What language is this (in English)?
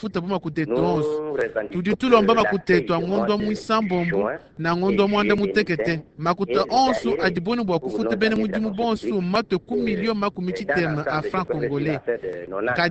Luba-Lulua